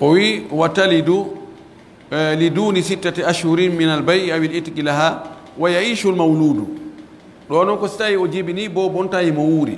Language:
Pular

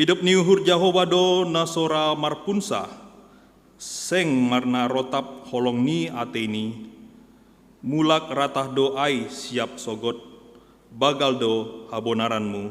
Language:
Batak Simalungun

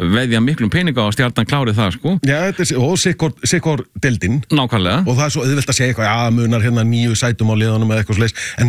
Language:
Icelandic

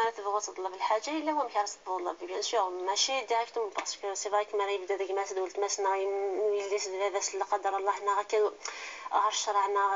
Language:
Kabyle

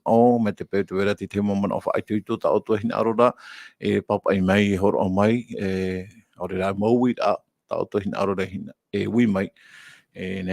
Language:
Tahitian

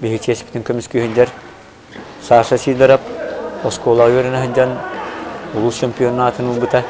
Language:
Yakut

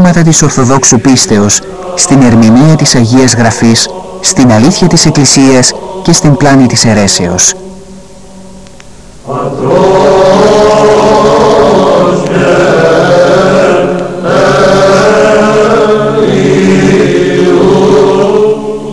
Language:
Greek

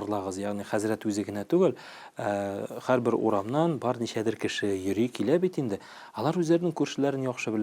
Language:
Tatar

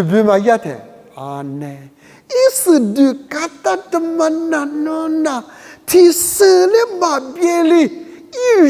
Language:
Lisu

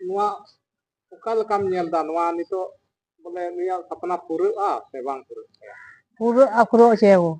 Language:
Santali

